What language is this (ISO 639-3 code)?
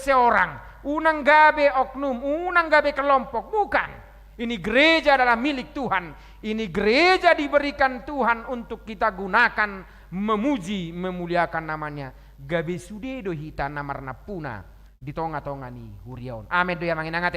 bbc